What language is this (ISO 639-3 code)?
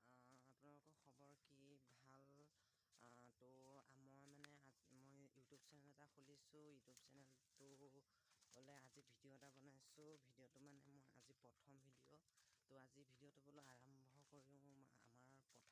asm